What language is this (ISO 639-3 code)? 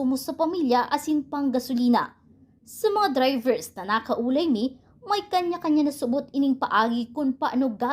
bik